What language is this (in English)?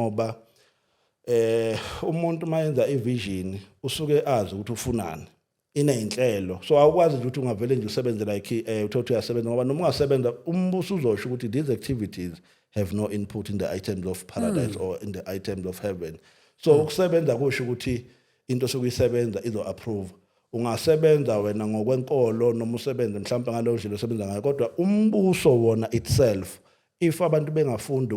Zulu